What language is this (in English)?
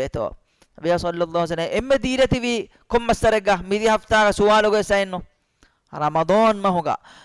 Divehi